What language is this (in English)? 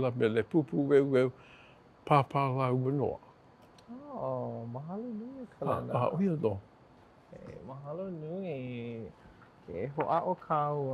Hawaiian